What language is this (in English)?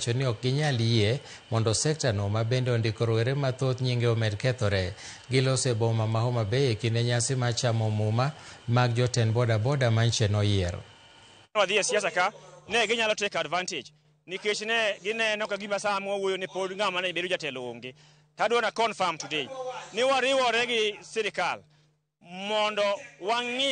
Luo (Kenya and Tanzania)